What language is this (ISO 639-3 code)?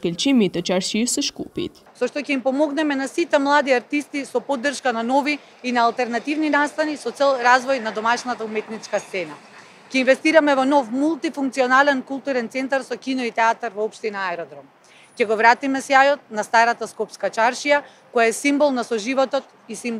mkd